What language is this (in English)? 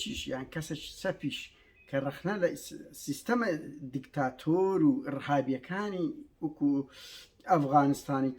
Central Kurdish